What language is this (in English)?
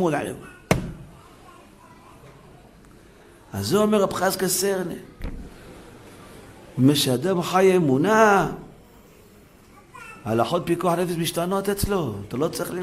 Hebrew